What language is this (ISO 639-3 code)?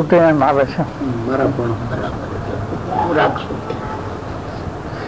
guj